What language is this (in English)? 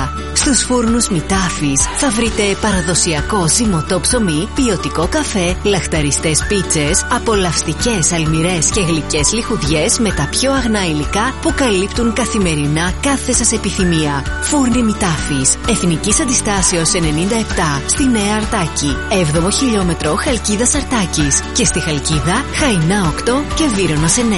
Greek